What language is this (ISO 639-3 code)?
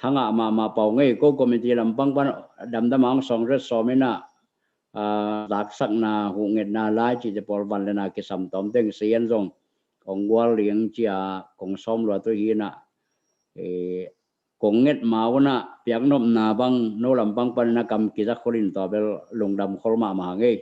ctd